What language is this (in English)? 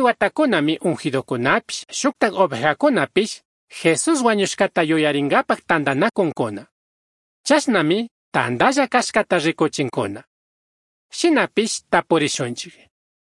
Chimborazo Highland Quichua